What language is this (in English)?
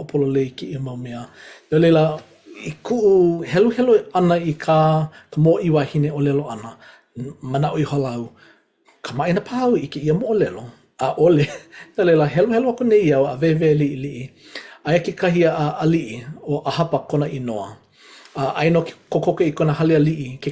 Hawaiian